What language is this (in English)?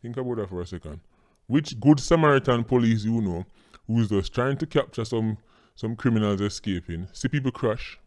Jamaican Creole English